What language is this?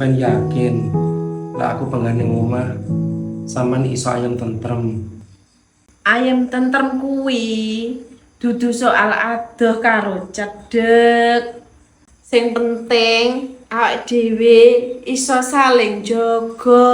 Javanese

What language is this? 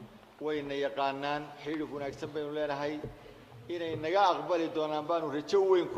Somali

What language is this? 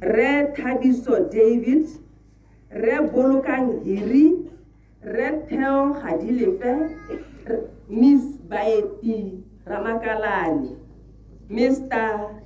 Tswana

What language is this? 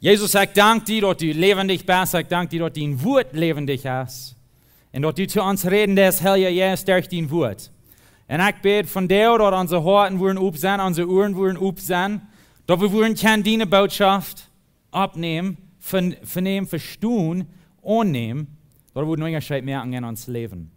Plautdietsch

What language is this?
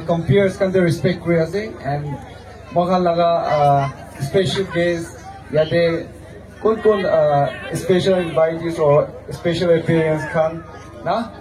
Naga Pidgin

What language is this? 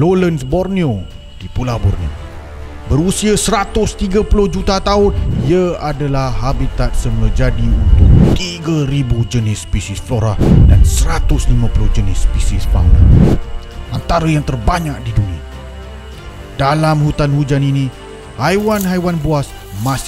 Malay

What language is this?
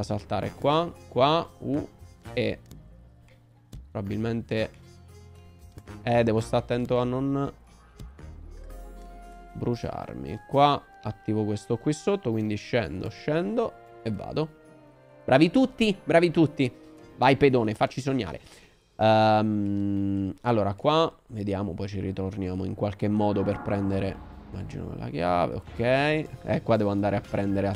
Italian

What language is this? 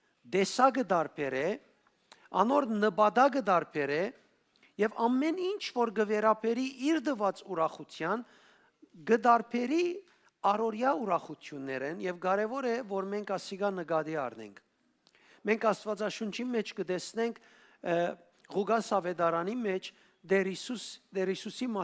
Western Armenian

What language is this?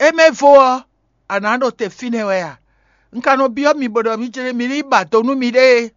Fon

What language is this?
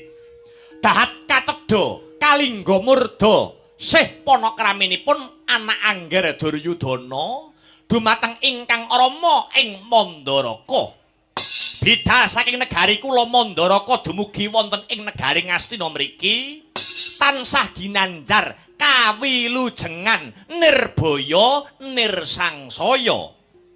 Javanese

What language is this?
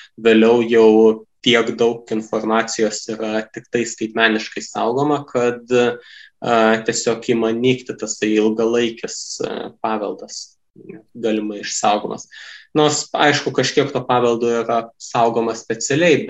Lithuanian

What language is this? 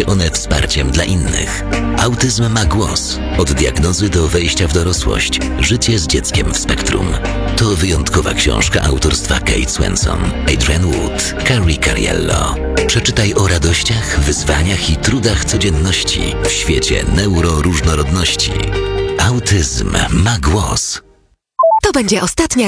Polish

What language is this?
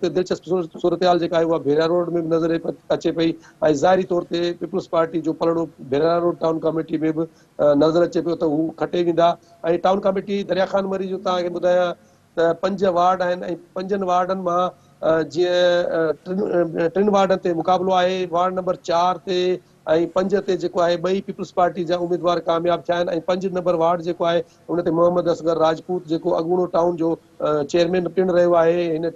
Sindhi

